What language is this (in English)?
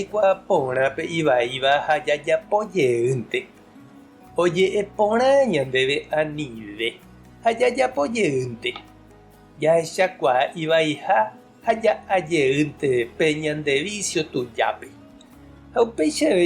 Guarani